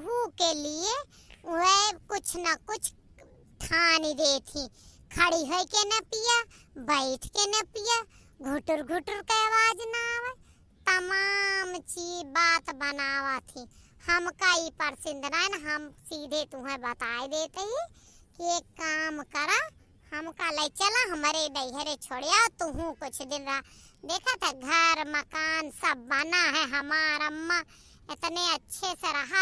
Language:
Awadhi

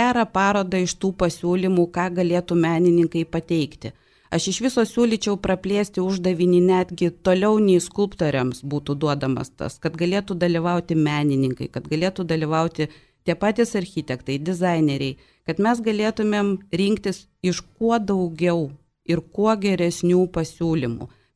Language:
Lithuanian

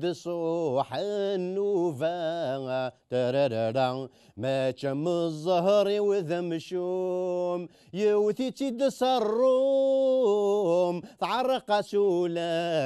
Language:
Kabyle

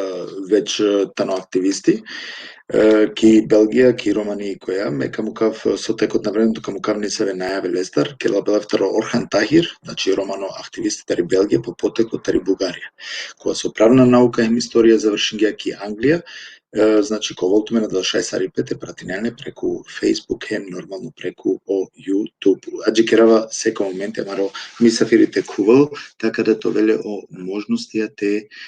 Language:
Balkan Romani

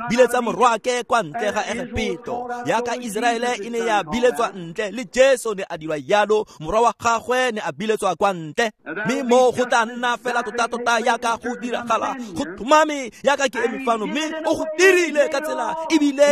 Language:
Tswana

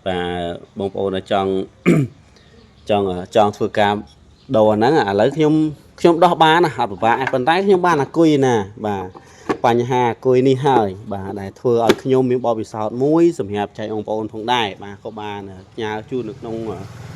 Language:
Khmer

